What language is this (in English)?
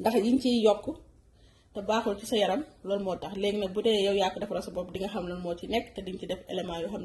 Wolof